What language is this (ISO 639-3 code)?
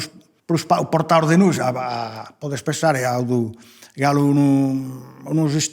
srd